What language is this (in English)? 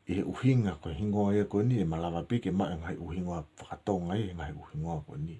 Tongan